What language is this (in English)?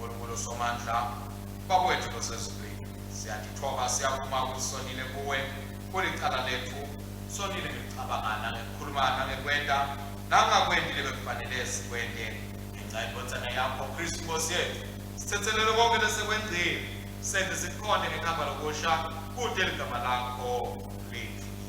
Swati